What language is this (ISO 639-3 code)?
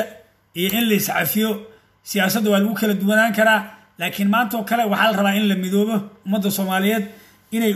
som